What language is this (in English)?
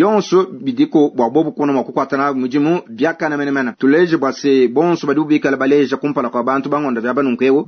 Luba-Lulua